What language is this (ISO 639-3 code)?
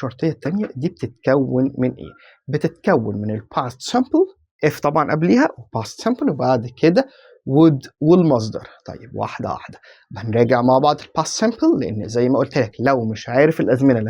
arz